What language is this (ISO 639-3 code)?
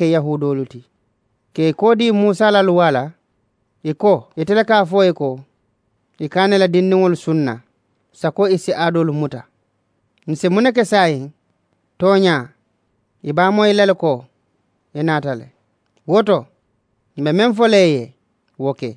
man